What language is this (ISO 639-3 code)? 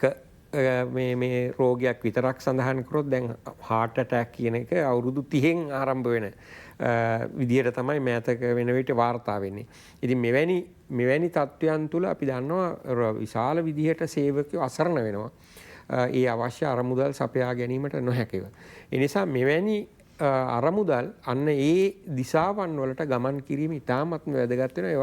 sin